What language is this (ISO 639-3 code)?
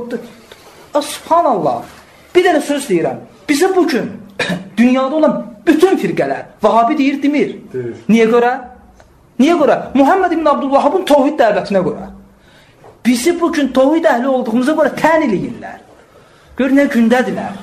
aze